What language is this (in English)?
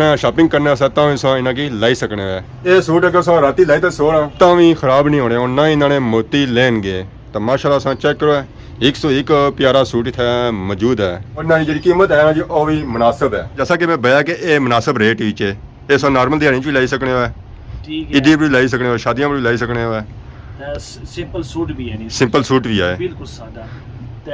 Pahari-Potwari